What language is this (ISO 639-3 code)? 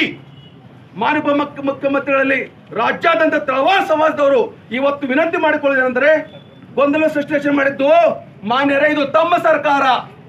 kan